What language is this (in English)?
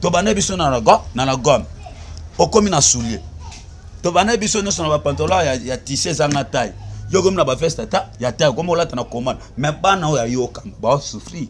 Lingala